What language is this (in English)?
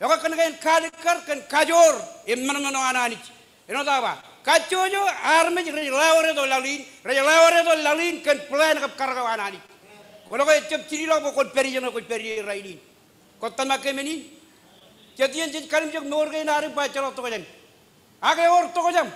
Marshallese